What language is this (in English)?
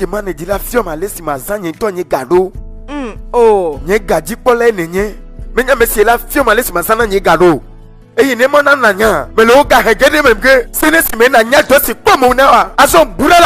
Ewe